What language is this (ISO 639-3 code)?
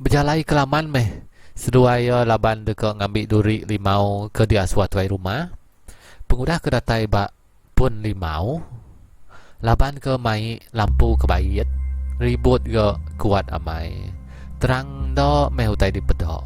iba